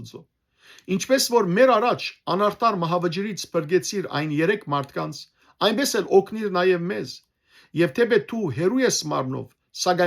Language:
Western Armenian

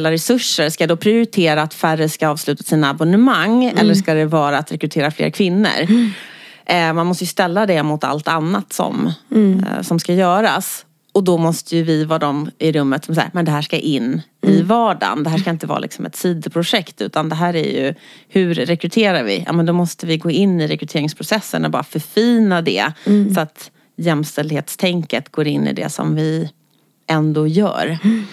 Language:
Swedish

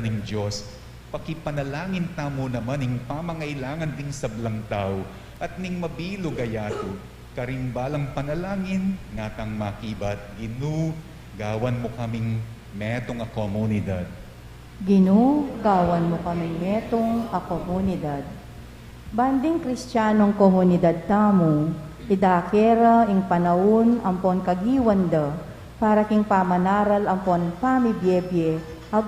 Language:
Pampanga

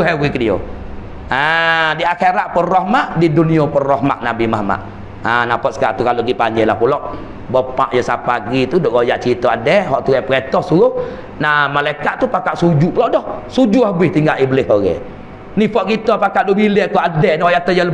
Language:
Malay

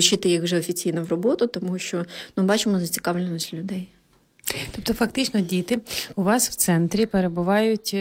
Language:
Ukrainian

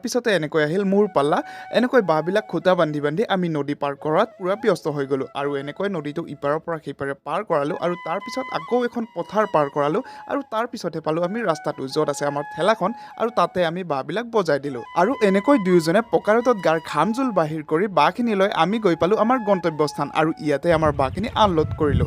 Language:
Assamese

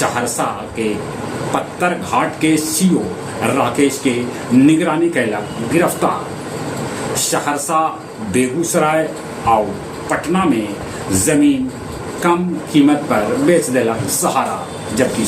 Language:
Magahi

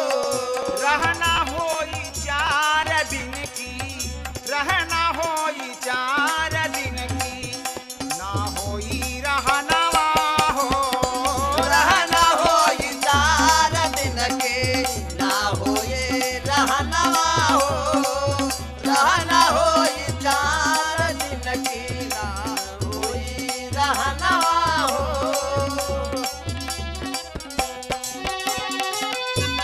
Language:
Bhojpuri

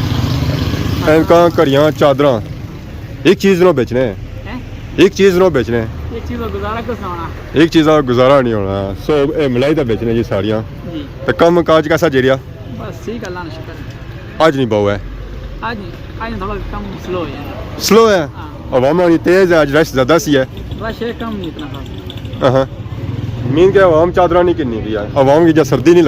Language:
Pahari-Potwari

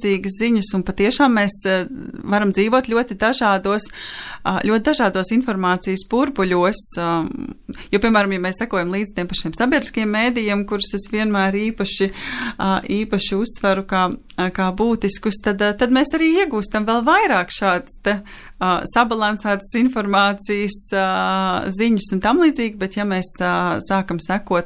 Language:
Latvian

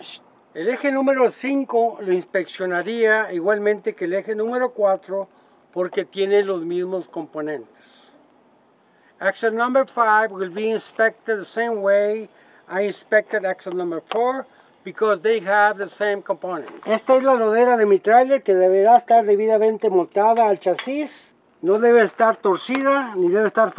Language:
Spanish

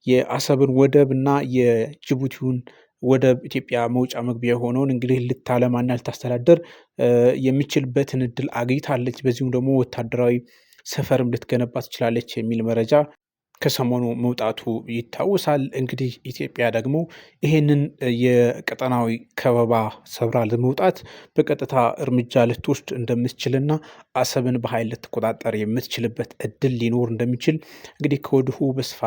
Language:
Amharic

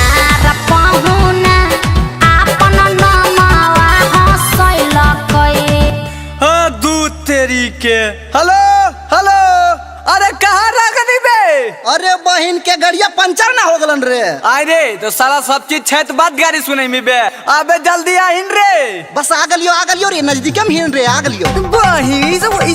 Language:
Magahi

